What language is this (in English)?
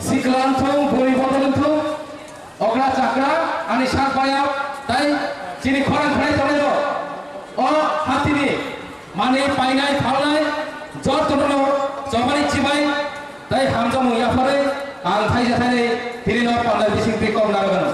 Kok Borok